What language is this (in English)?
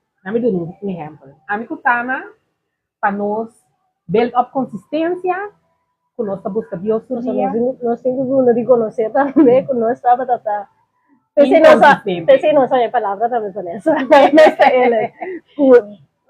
Papiamento